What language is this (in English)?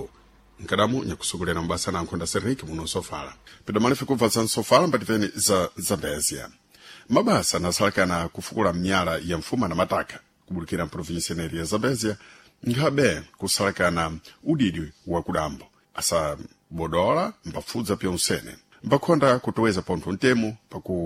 Sena